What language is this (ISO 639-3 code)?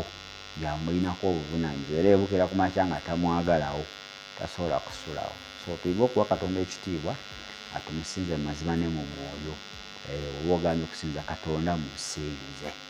lug